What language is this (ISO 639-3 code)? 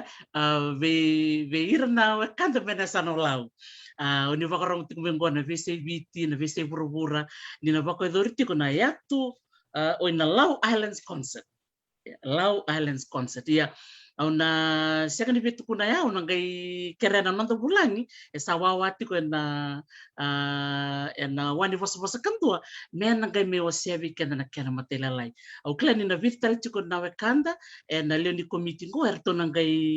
fij